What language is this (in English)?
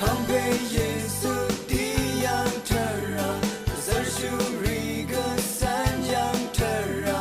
Rawang